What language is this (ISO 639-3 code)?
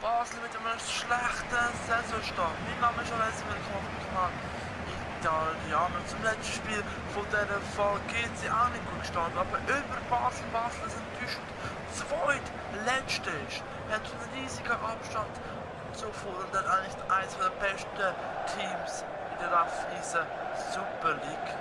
gsw